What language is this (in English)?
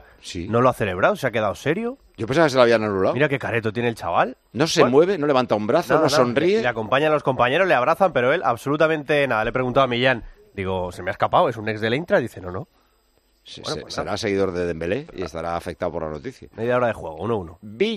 Spanish